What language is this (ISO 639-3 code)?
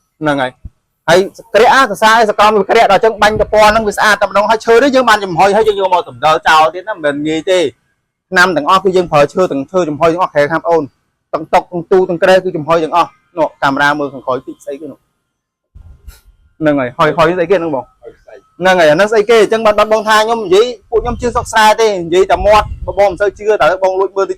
khm